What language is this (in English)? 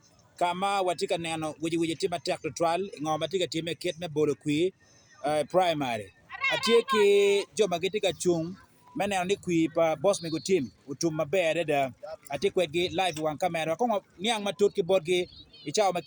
Acoli